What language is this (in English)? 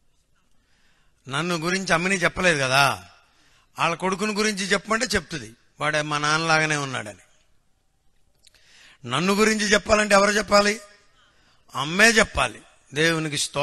Telugu